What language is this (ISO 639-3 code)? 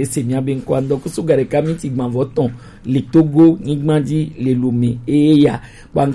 gej